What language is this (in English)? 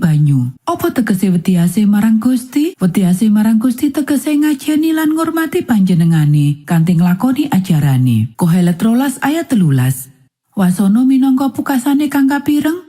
Javanese